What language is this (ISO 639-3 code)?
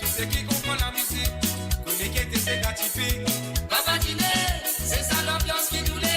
mfe